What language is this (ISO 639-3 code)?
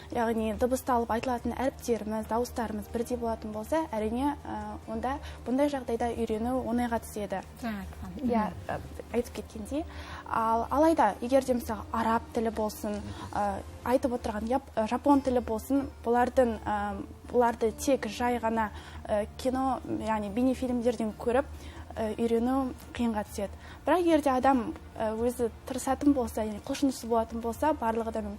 kaz